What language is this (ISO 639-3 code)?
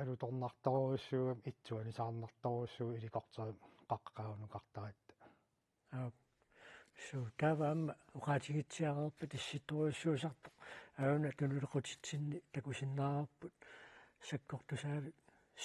kal